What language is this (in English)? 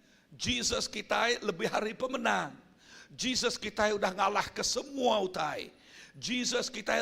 Iban